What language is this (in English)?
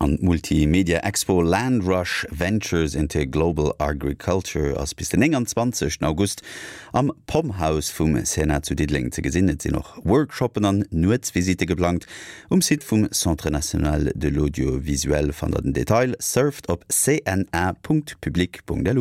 Luxembourgish